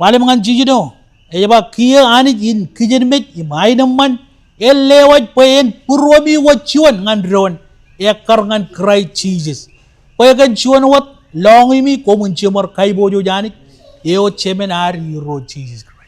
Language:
Marshallese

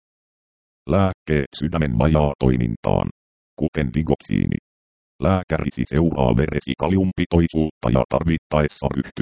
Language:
Finnish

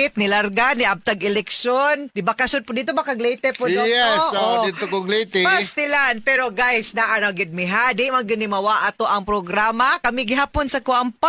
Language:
Cebuano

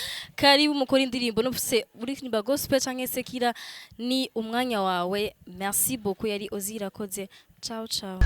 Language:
Rundi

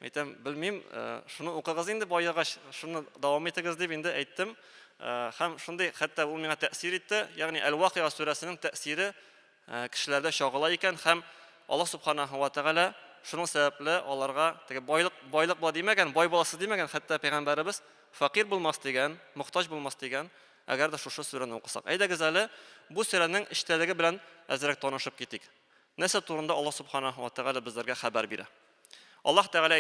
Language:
Tatar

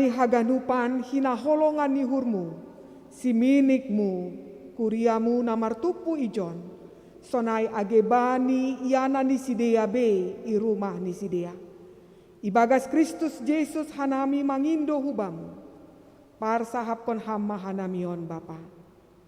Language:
Batak Simalungun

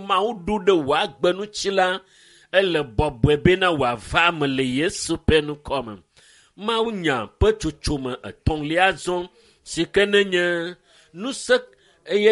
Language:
Ewe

